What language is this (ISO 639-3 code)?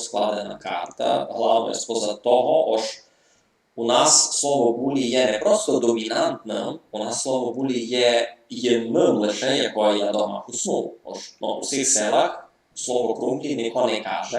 rue